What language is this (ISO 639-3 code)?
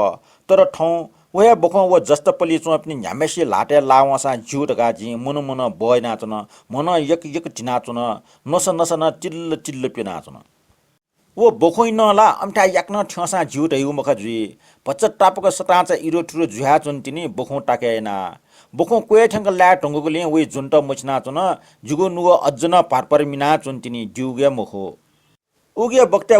new